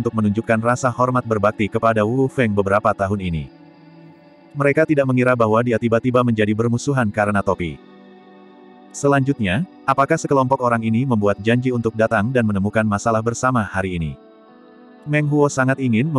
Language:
Indonesian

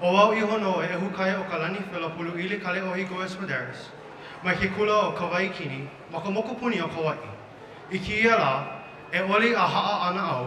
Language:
Hawaiian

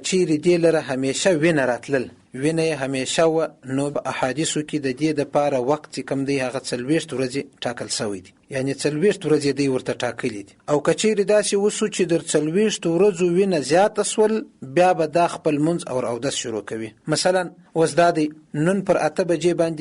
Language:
Pashto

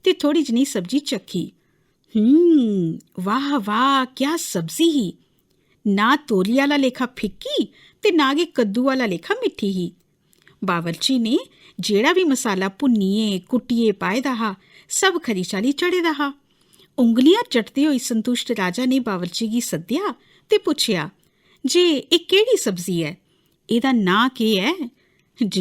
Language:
Dogri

